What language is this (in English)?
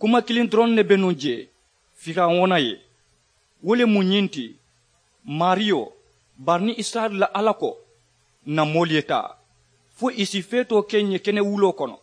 Mandingo